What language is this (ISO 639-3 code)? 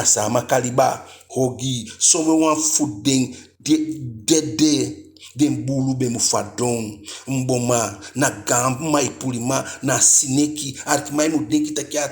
djk